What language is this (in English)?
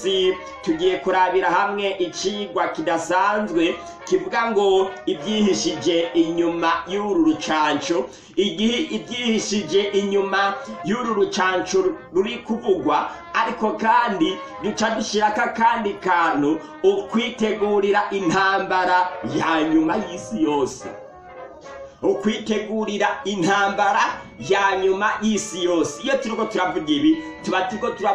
Rundi